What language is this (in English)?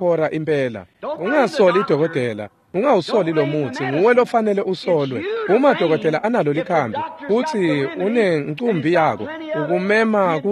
Swati